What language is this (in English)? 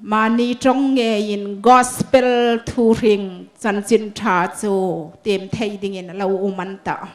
Hmar